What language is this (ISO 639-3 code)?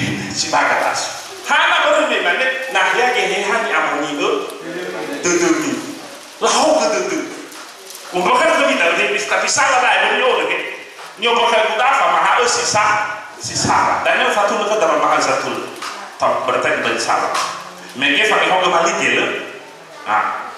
nia